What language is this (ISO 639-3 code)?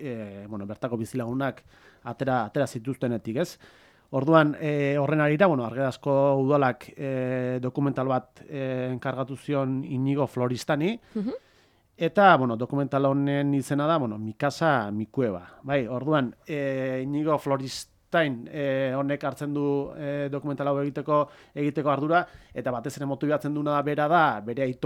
eus